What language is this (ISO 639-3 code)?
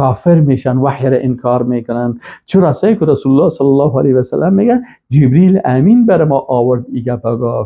fas